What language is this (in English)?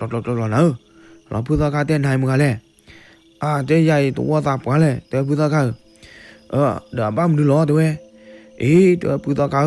S'gaw Karen